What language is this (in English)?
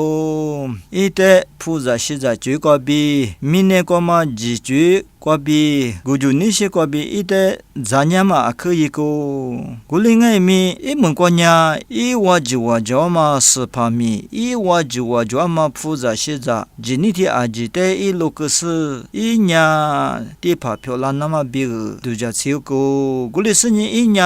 Lisu